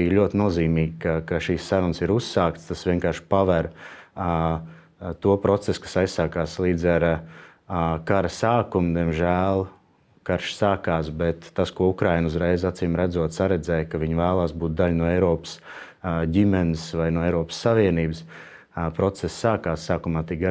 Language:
Latvian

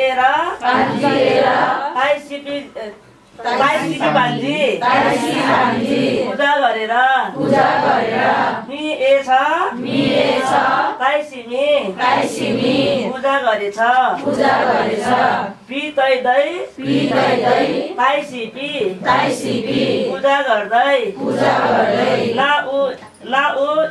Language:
Nepali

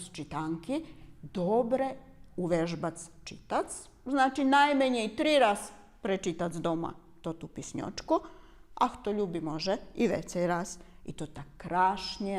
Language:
Rusyn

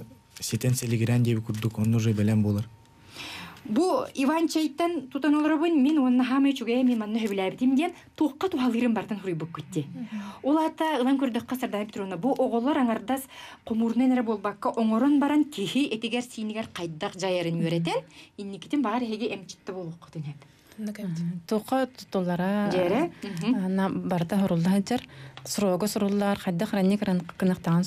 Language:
Yakut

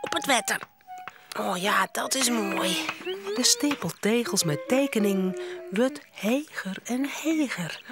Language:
Western Frisian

